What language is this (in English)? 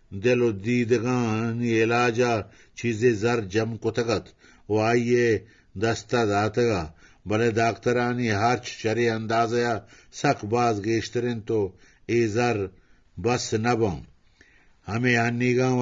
Eastern Balochi